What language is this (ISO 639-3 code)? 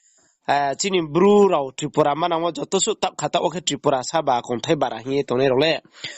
ria